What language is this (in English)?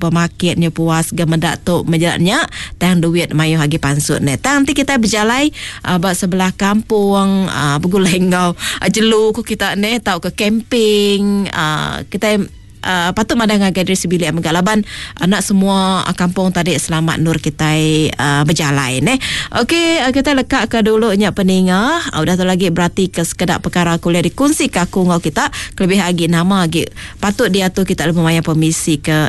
Iban